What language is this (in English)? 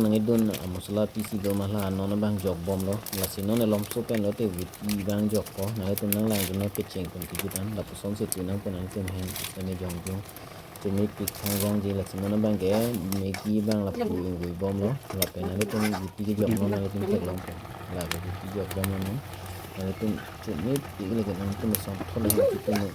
Karbi